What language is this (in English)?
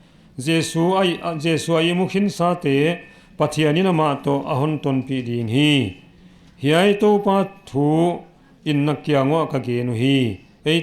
Paite Chin